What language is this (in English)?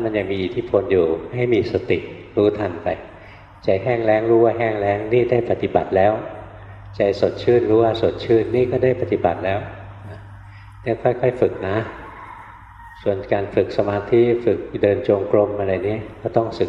Thai